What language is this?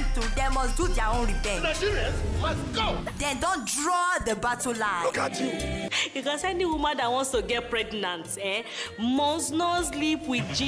Nigerian Pidgin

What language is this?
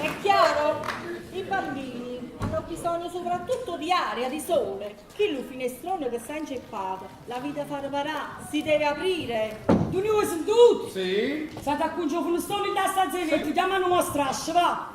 Neapolitan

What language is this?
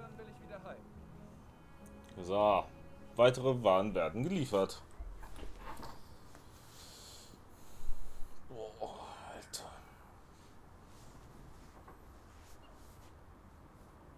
German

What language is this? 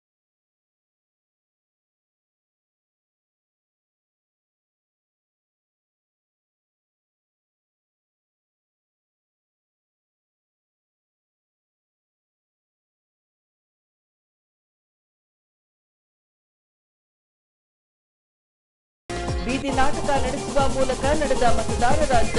Kannada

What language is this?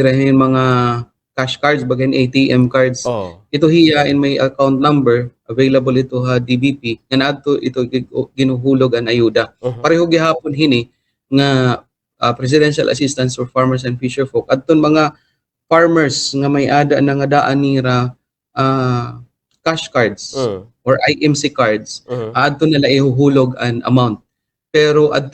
Waray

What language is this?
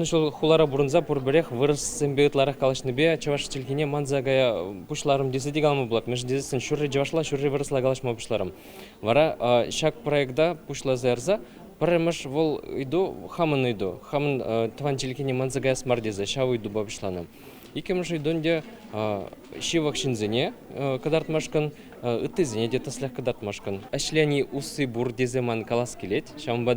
Chuvash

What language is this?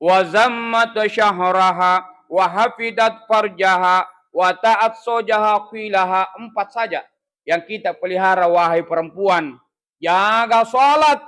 Buginese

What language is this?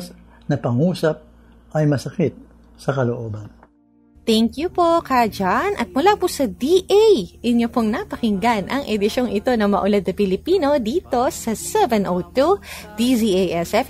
Filipino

